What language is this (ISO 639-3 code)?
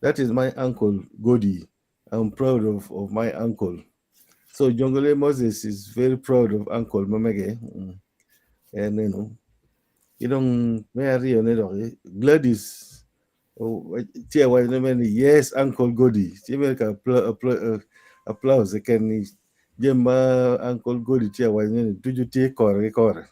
ach